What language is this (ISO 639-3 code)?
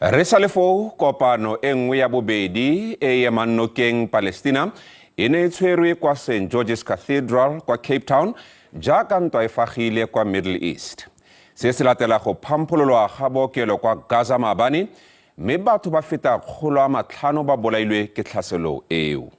tsn